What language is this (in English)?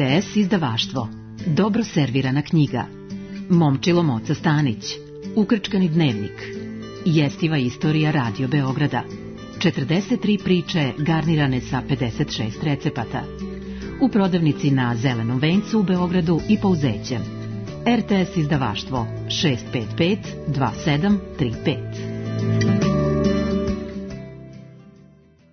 Serbian